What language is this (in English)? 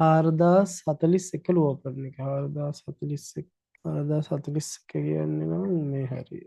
Sinhala